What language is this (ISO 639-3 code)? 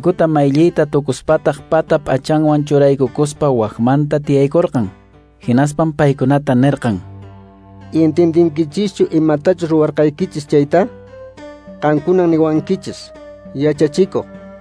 que